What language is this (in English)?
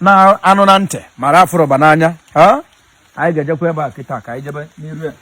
Igbo